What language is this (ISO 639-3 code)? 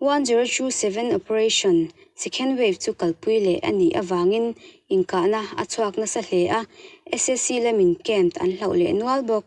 cnh